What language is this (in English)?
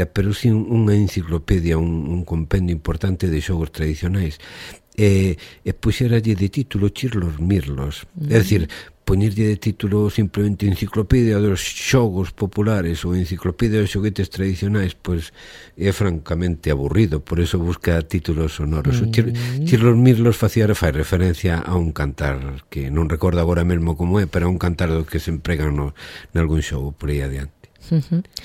Galician